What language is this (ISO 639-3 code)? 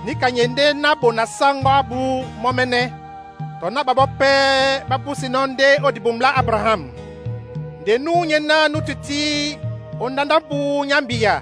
dua